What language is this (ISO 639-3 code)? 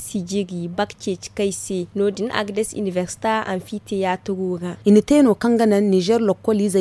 dje